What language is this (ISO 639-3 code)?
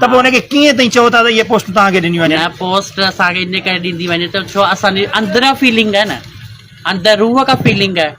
snd